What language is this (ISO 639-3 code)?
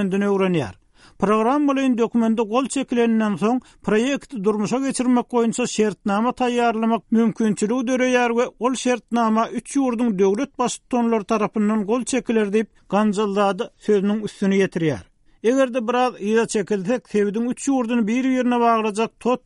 tuk